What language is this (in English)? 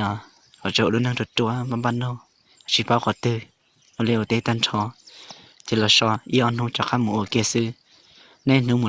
Hmong